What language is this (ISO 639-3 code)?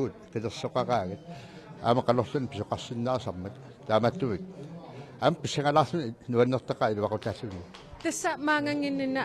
kal